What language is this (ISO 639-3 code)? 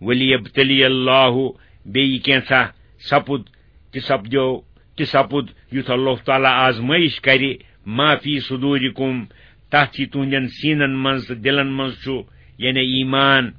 kas